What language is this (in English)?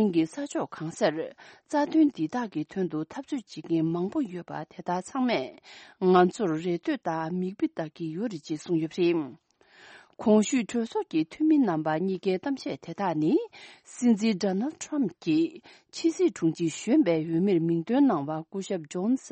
Tibetan